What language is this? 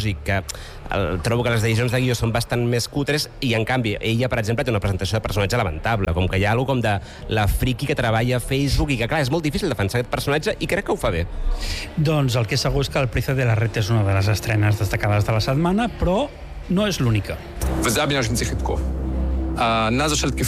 Catalan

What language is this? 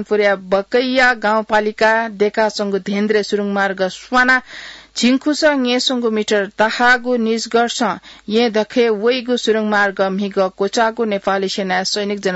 Newari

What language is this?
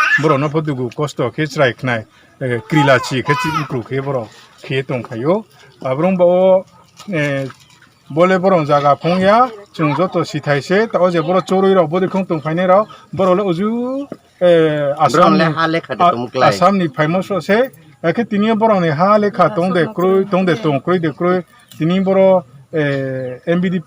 Riang (India)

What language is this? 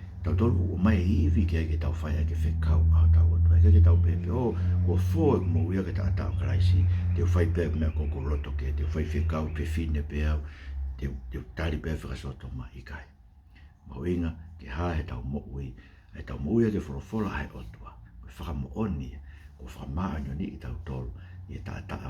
Tongan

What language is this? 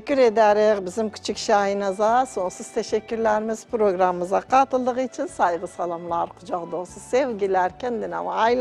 Turkish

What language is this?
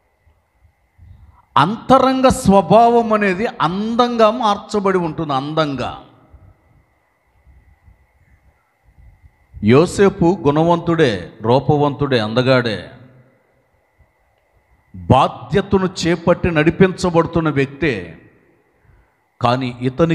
Telugu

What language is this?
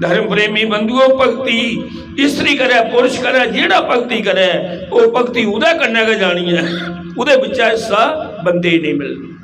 Dogri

